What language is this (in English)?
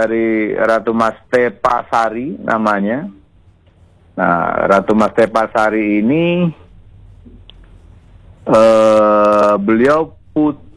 Indonesian